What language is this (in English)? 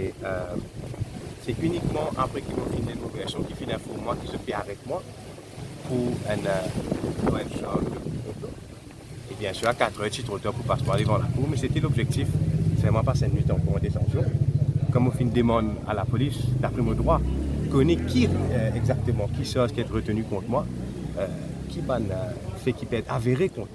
Morisyen